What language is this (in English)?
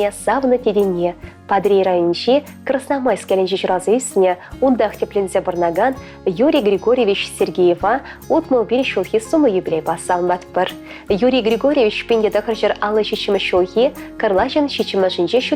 Chuvash